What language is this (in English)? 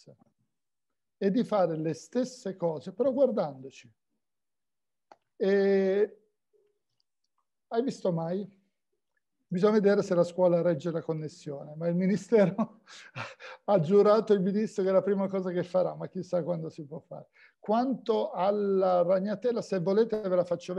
Italian